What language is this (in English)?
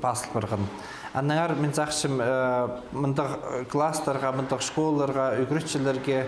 Khakas